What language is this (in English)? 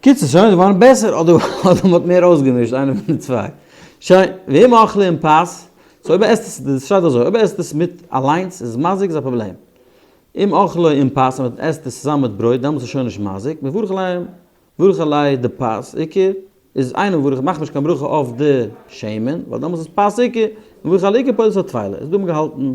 Yiddish